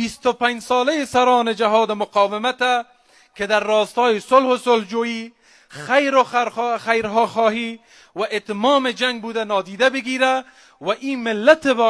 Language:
Persian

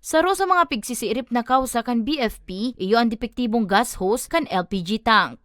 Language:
Bikol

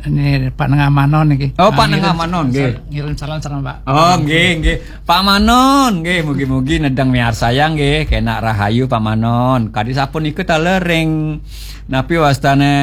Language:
Balinese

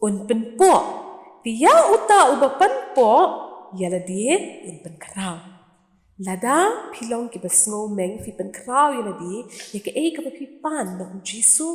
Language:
Khasi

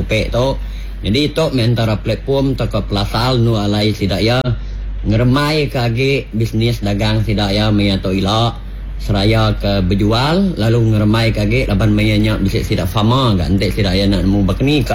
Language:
Iban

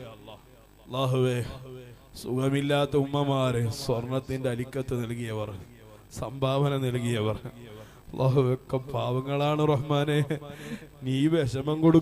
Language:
Malayalam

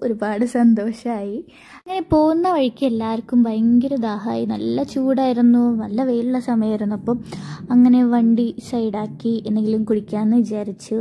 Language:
Malayalam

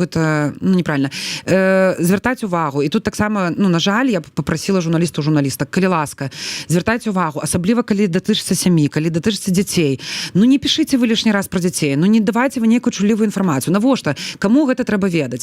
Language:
Belarusian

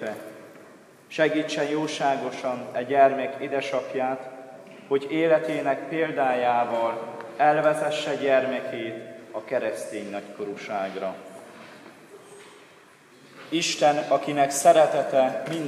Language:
Hungarian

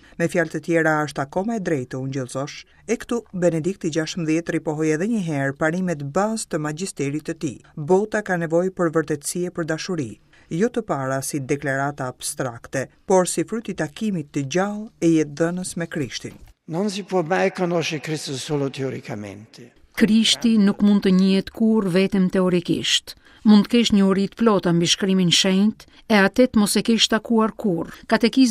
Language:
Albanian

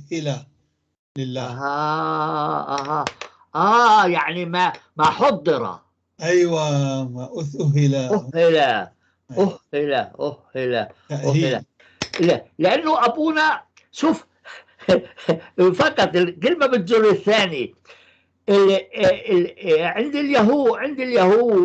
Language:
North Levantine Arabic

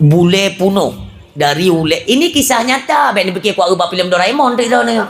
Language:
Achinese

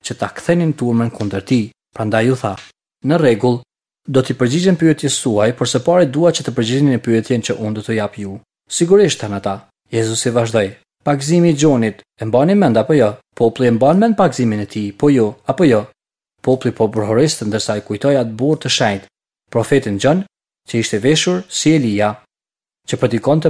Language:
Albanian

